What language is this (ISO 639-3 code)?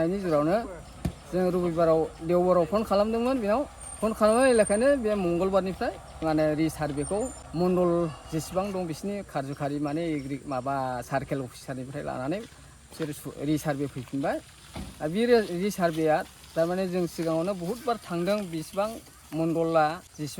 brx